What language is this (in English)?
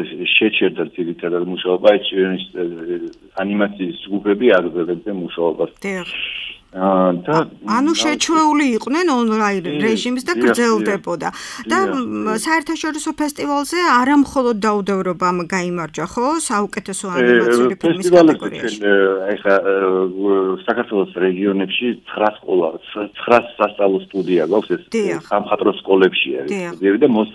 Georgian